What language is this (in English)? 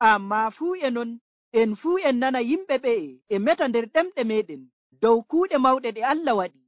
Nigerian Fulfulde